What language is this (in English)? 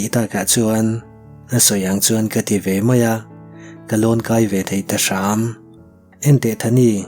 Mizo